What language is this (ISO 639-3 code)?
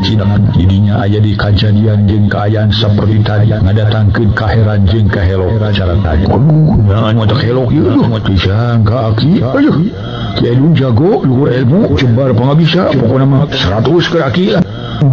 sun